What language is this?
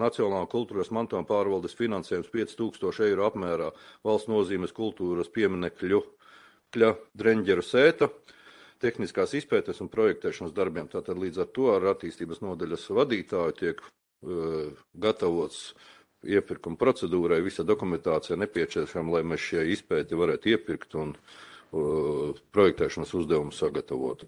Latvian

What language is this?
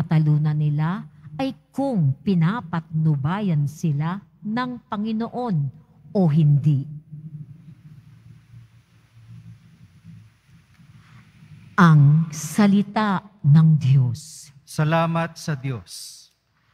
Filipino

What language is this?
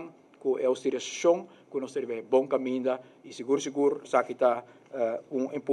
Papiamento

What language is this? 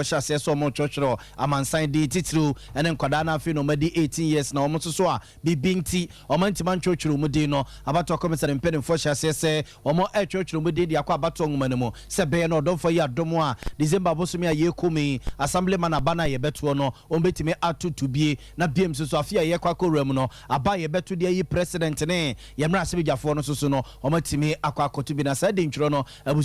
Akan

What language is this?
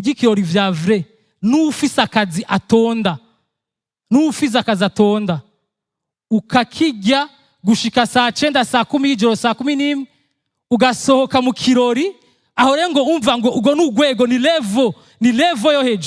Rundi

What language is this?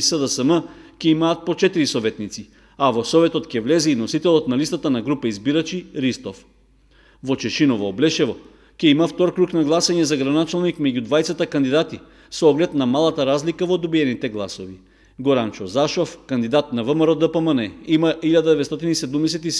Macedonian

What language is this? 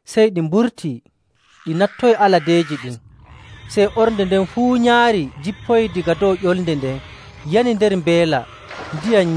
Nigerian Fulfulde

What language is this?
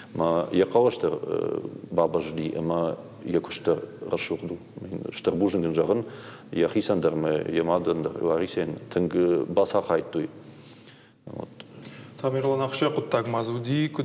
Ossetic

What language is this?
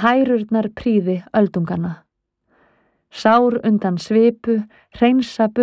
Icelandic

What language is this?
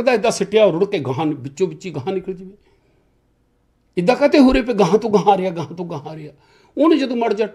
Punjabi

